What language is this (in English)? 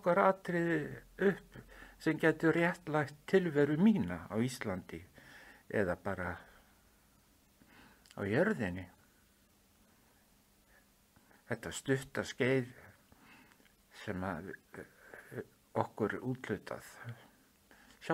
Icelandic